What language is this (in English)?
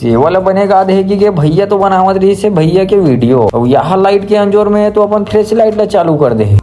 Chhattisgarhi